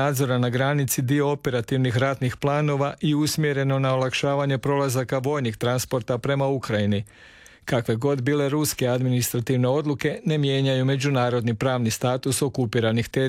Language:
Croatian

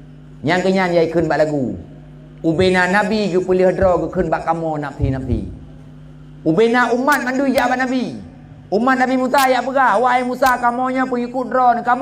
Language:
Achinese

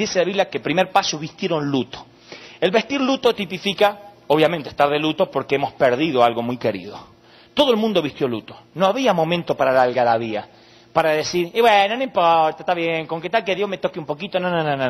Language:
Spanish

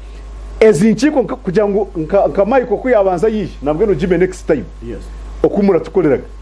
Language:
Nyankole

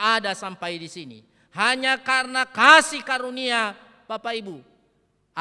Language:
Nias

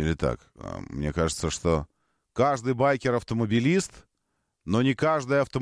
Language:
Russian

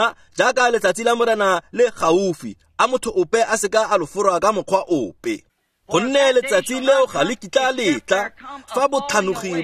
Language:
Tswana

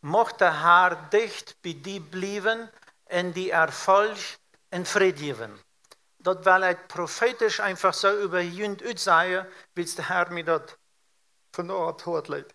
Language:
Plautdietsch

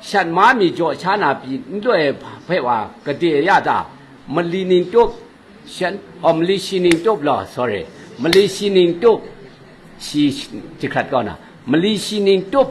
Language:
Kachin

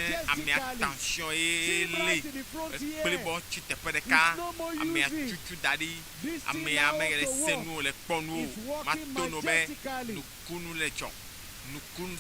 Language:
Ewe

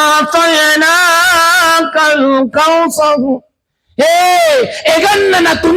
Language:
Buginese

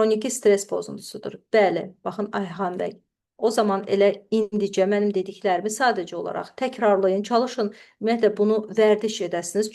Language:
Azerbaijani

